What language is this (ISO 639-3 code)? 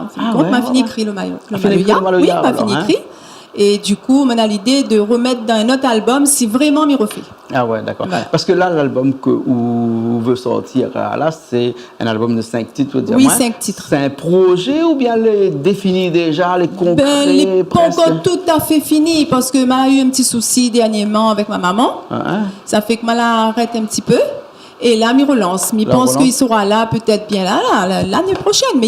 rcf